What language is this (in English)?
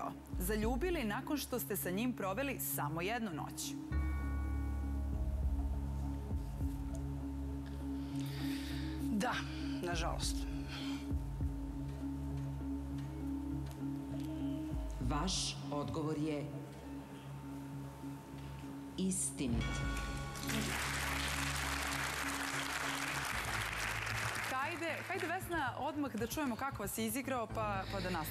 Serbian